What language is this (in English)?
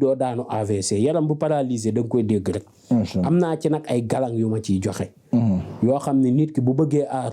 Wolof